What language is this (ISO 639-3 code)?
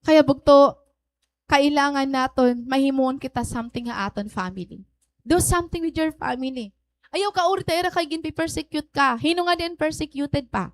war